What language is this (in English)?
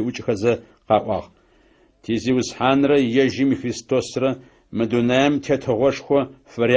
Adyghe